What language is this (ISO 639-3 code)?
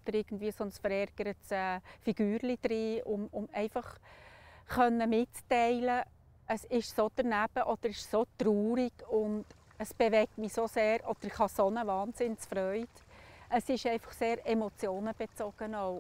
gsw